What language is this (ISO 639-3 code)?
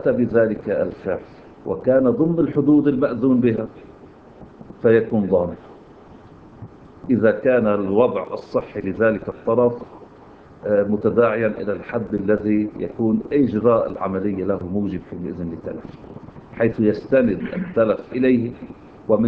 ara